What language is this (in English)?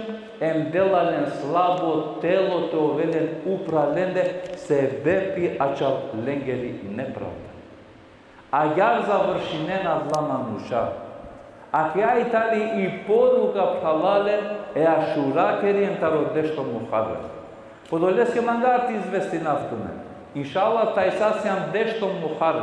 Balkan Romani